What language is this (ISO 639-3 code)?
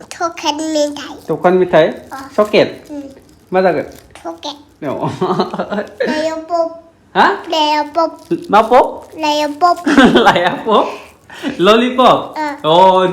brx